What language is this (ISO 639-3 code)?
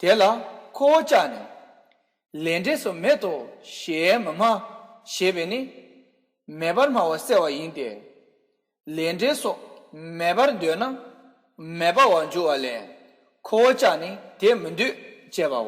bod